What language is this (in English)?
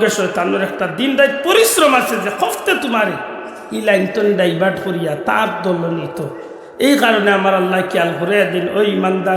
Sylheti